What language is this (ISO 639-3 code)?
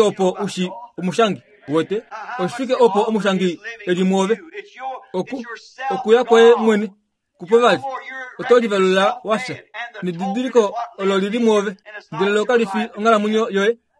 kua